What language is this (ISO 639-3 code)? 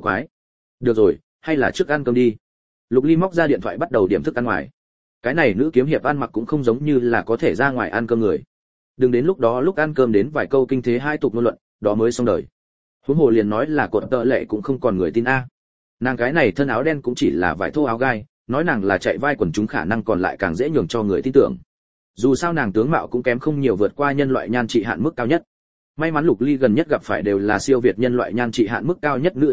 vie